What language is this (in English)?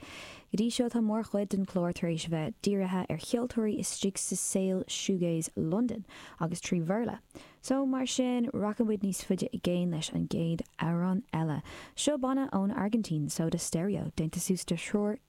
Irish